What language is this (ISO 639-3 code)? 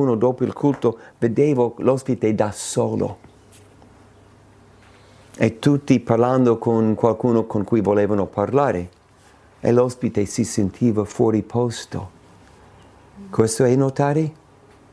ita